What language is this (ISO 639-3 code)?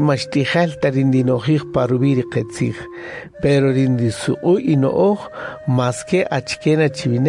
cak